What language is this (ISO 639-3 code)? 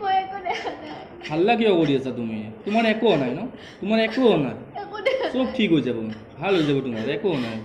asm